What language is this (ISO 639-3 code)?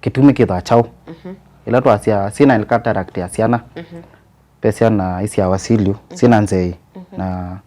kam